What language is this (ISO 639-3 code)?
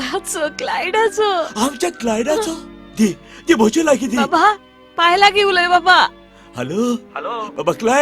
kok